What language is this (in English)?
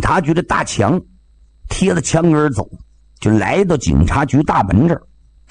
Chinese